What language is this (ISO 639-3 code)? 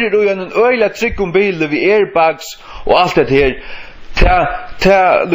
fao